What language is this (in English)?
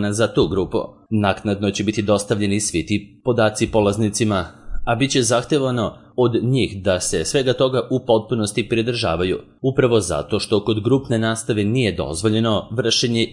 Serbian